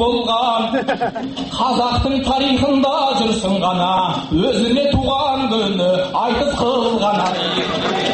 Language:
Kazakh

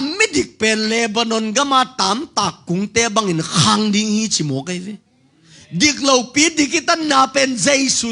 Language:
Tedim Chin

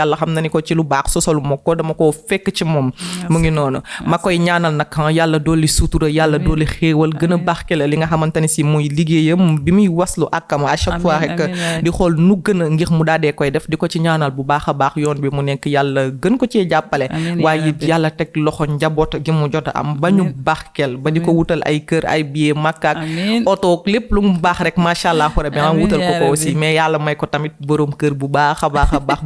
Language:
Wolof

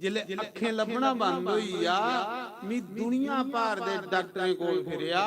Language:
Dogri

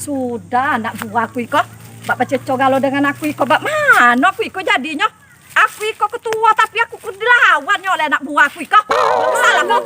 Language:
Musi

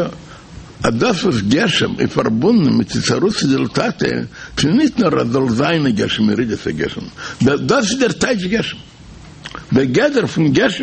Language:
Yiddish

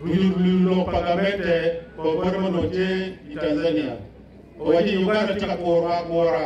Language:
Acoli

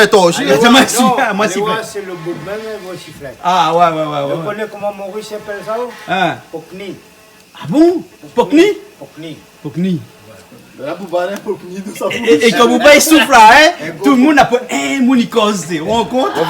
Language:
Réunion Creole French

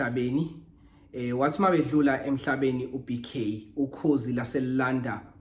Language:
Zulu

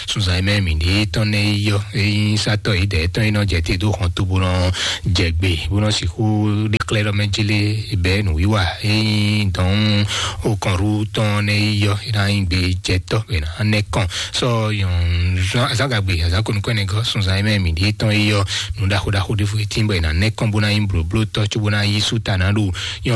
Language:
Fon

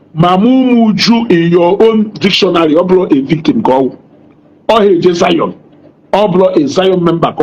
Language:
Igbo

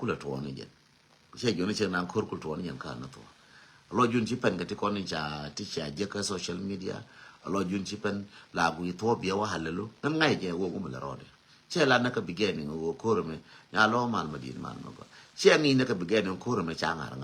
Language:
Nuer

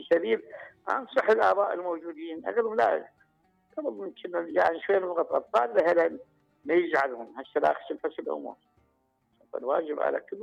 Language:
Mesopotamian Arabic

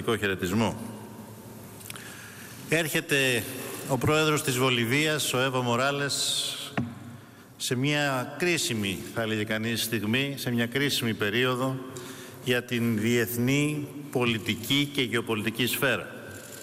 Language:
Greek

